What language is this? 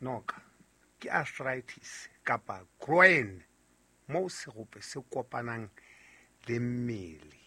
Southern Sotho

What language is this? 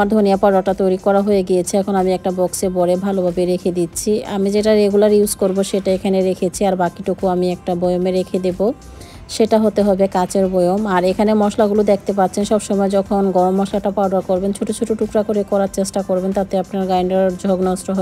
Bangla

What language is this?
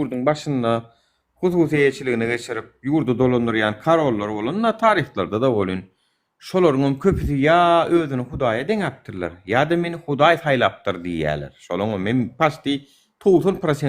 Turkmen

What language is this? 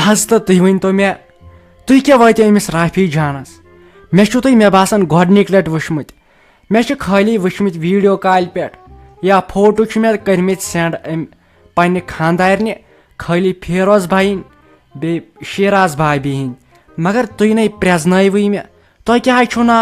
Kashmiri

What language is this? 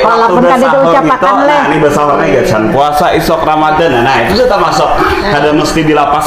Banjar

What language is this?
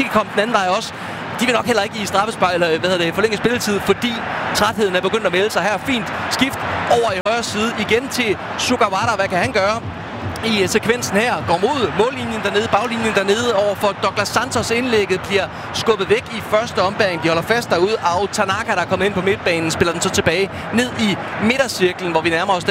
Danish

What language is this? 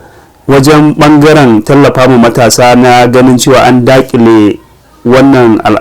Hausa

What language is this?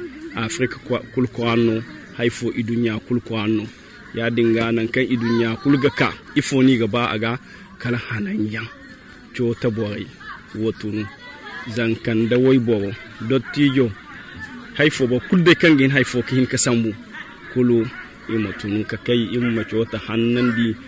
Zarma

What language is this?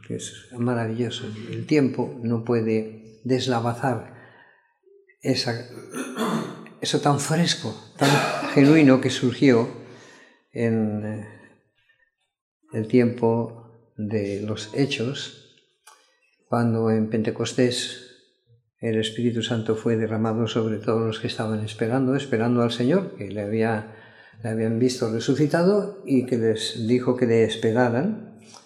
Spanish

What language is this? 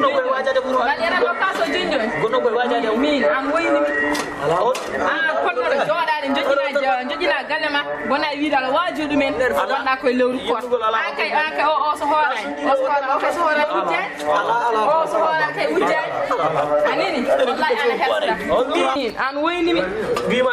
Fula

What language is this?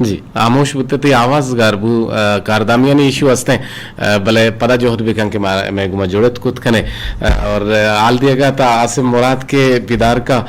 Eastern Balochi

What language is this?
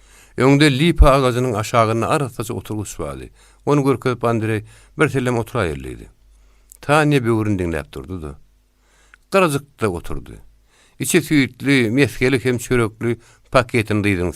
Turkmen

